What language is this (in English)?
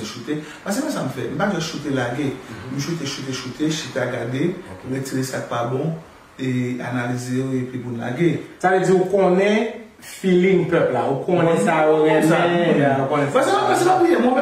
Haitian Creole